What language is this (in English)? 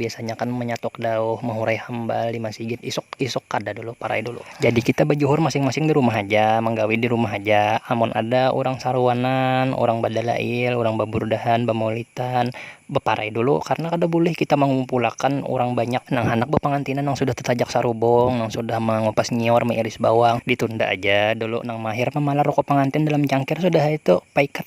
Banjar